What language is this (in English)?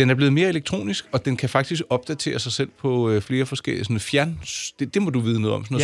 Danish